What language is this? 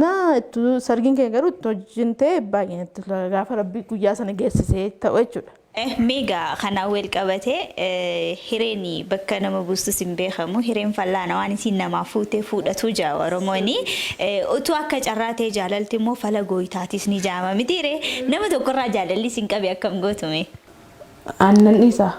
Oromo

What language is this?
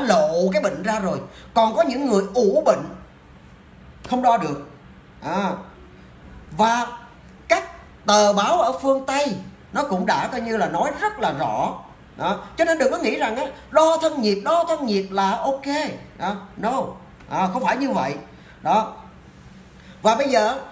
Vietnamese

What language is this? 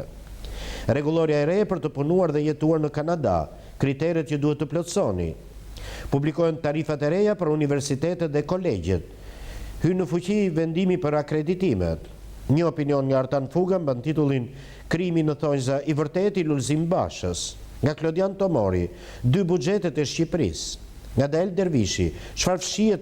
Albanian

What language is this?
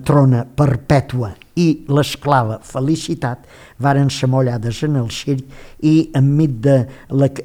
Catalan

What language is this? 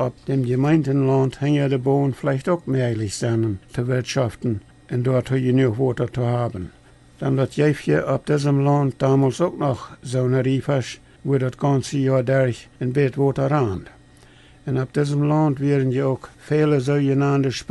Plautdietsch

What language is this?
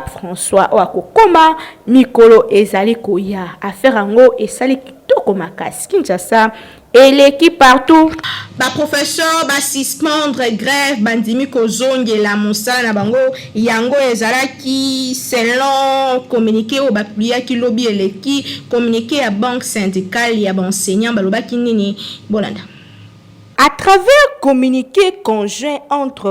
Lingala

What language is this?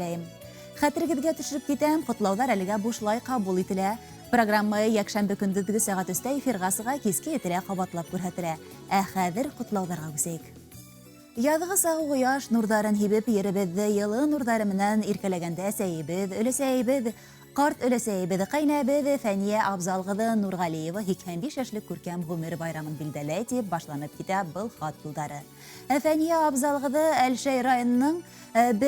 Bashkir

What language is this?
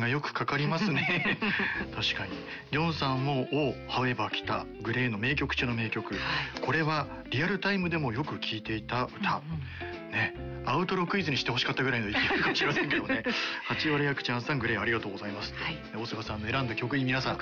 Japanese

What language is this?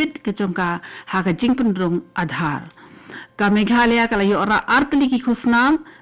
Khasi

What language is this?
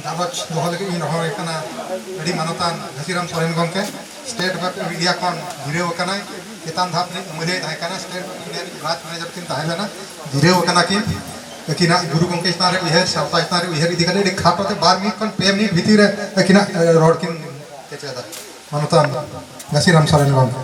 Santali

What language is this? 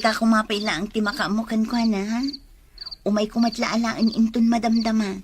Iloko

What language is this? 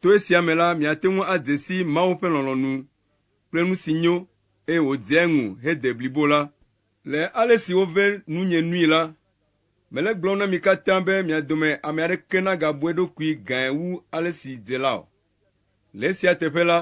Ewe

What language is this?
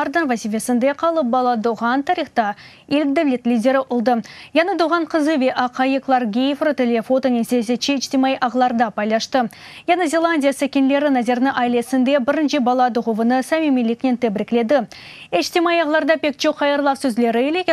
Crimean Tatar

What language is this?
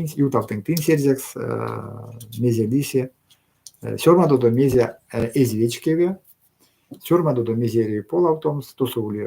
Erzya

